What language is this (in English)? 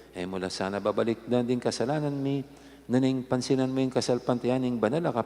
Pampanga